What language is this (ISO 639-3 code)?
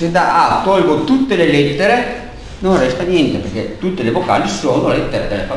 ita